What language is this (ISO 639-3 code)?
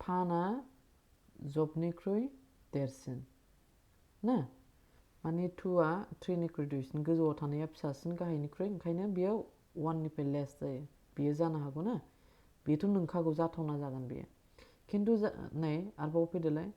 brx